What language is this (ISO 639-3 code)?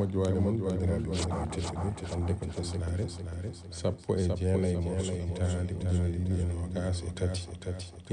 ful